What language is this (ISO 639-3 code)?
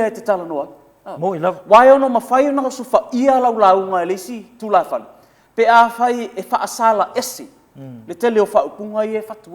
smo